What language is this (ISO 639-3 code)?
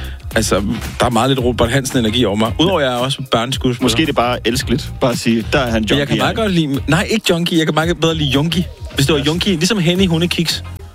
dan